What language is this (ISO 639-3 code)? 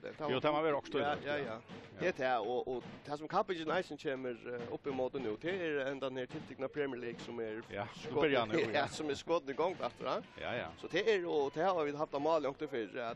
fao